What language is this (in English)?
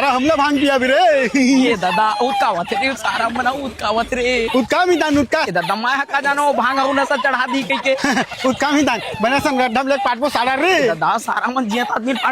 Chhattisgarhi